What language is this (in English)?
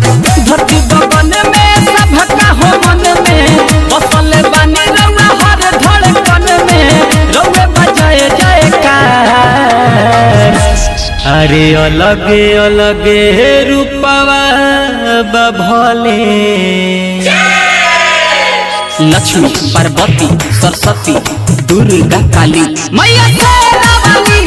Bhojpuri